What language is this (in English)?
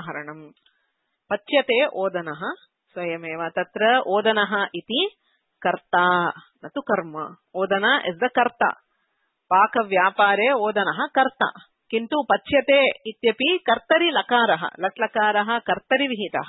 Sanskrit